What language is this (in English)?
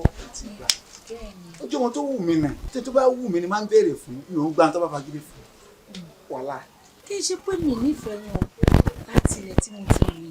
Yoruba